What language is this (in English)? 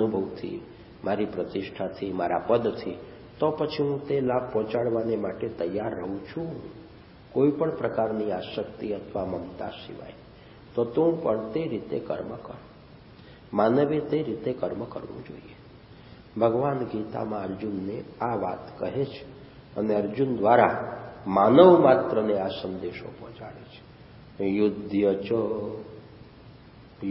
Gujarati